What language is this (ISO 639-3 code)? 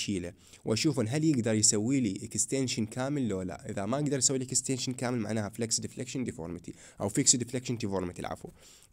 acm